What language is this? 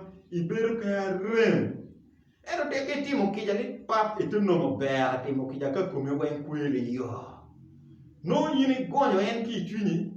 Acoli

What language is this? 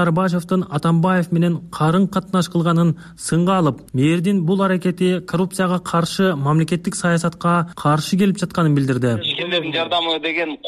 Kyrgyz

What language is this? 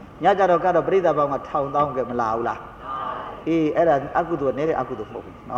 Burmese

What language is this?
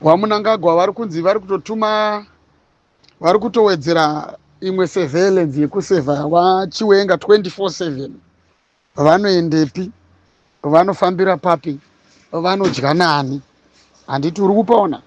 Shona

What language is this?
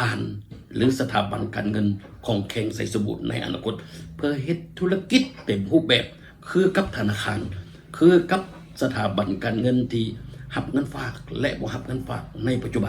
Lao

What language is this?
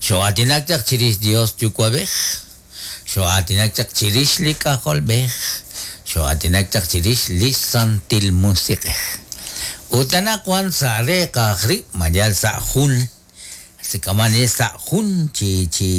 Kekchí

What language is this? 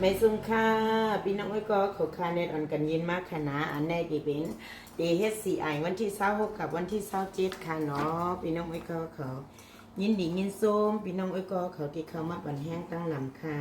Shan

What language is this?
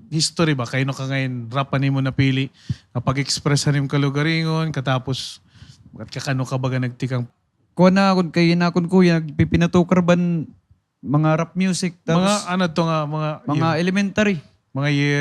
Waray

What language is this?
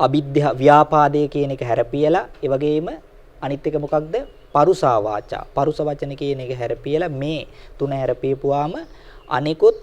Sinhala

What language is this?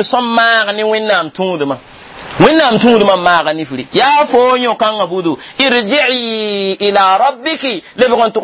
Mossi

